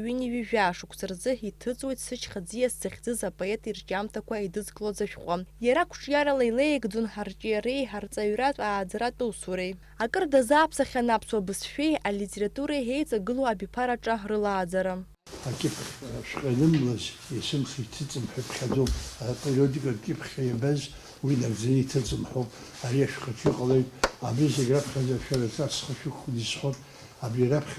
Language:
Abkhazian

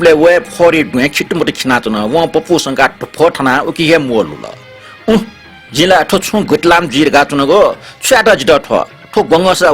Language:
Newari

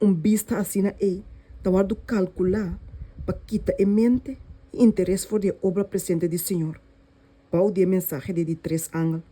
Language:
Papiamento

